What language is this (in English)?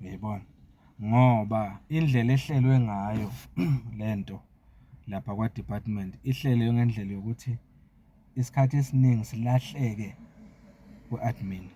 Zulu